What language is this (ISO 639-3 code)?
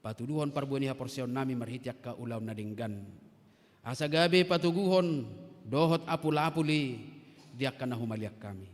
bbc